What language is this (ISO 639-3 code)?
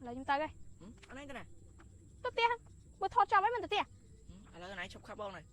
khm